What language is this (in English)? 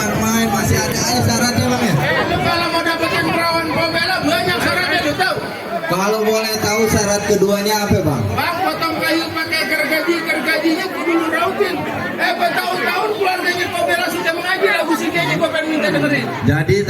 Betawi